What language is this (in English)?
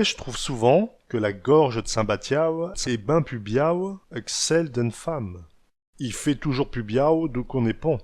Picard